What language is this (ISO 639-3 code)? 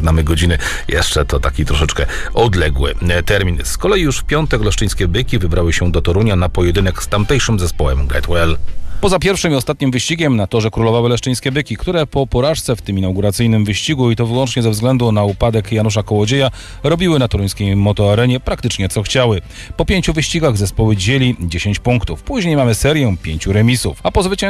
pol